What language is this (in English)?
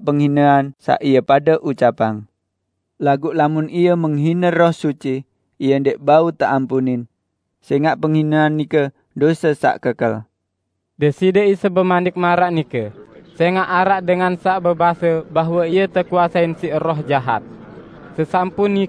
Sasak